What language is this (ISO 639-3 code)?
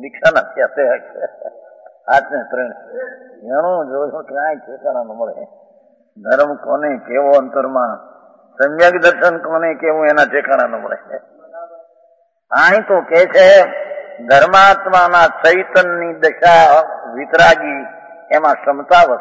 guj